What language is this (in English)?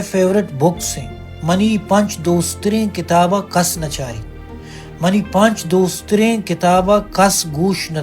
Baluchi